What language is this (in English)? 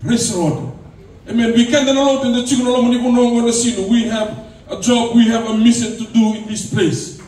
Fijian